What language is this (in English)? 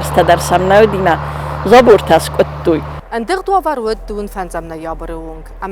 Ossetic